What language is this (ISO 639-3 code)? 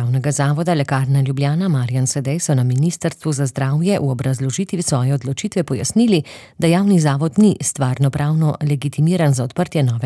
slv